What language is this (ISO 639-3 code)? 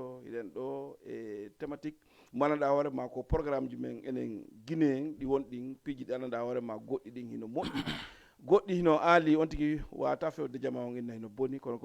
ful